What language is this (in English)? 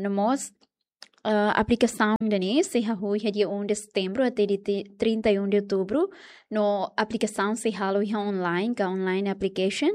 Tetum